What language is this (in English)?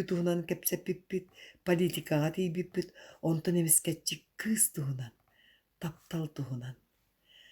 Yakut